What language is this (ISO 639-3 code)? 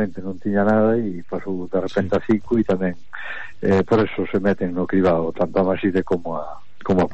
glg